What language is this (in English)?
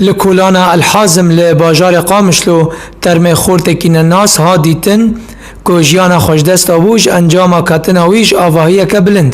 Kurdish